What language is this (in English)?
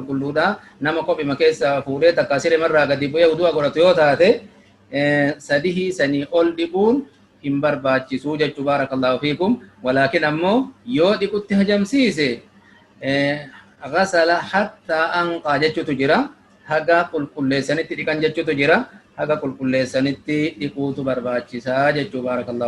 Oromo